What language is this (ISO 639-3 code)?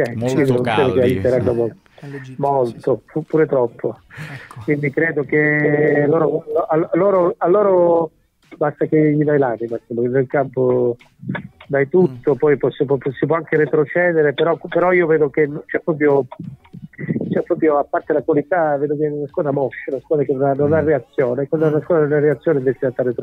ita